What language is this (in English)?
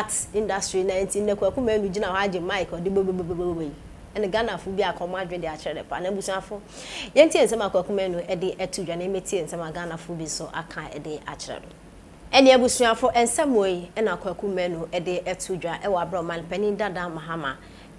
Akan